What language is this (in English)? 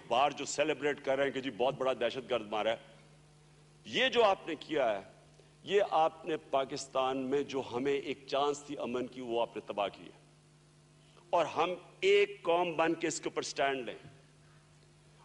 Urdu